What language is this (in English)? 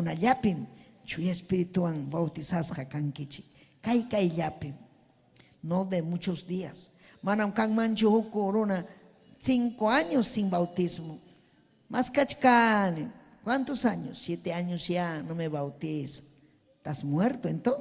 Ayacucho Quechua